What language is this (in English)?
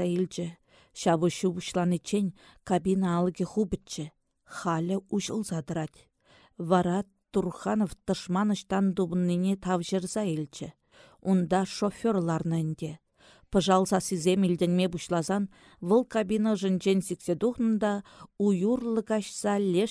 Chuvash